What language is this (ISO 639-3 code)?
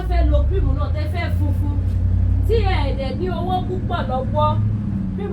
yor